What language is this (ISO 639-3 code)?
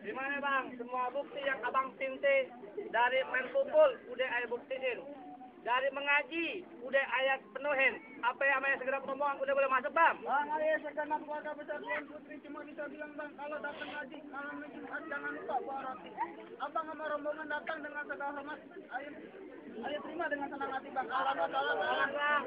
bew